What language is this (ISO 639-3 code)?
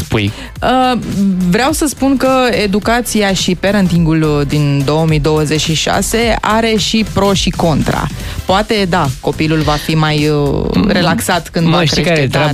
ron